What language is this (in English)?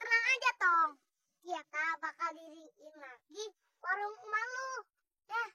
Betawi